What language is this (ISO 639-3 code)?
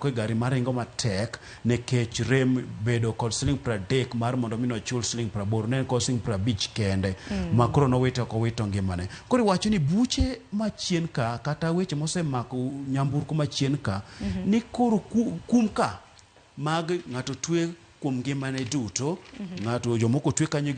luo